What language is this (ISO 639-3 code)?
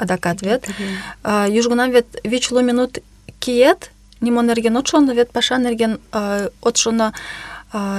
chm